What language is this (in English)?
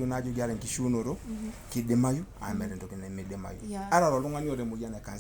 Masai